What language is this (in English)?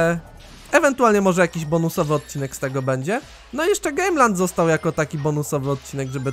Polish